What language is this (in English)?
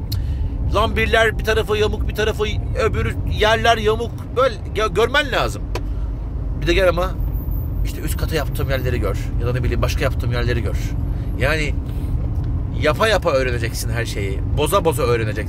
Turkish